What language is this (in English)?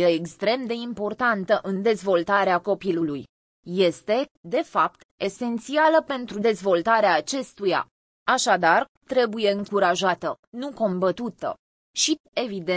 Romanian